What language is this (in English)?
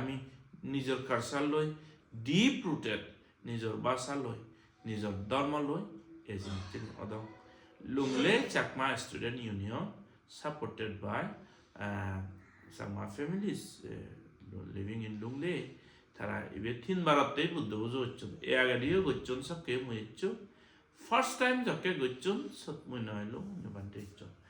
Chakma